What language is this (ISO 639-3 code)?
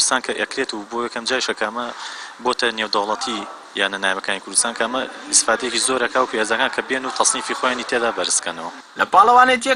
ckb